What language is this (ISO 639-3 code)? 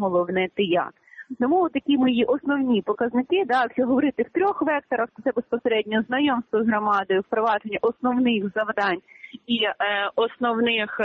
ukr